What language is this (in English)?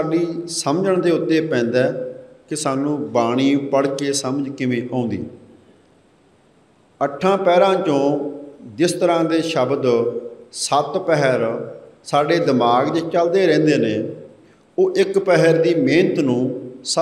Punjabi